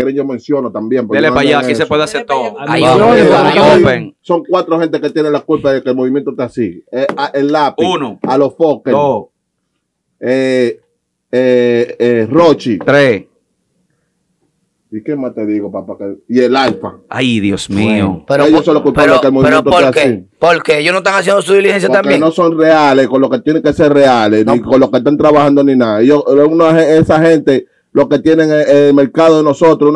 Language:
Spanish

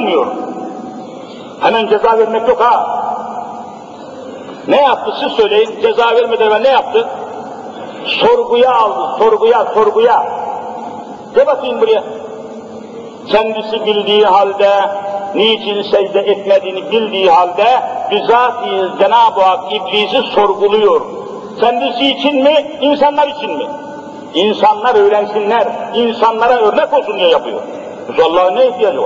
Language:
Turkish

